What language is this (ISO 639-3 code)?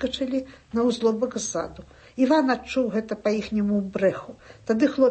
bel